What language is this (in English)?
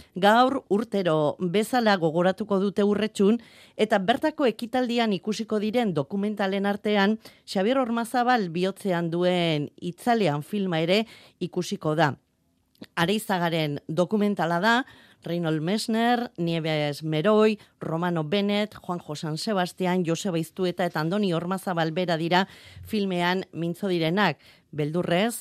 Basque